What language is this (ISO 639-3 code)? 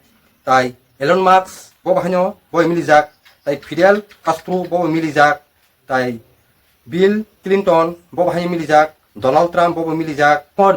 trp